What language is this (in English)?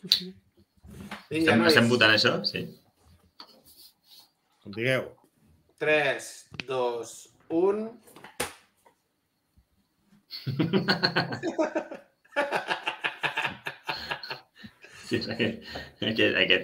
Catalan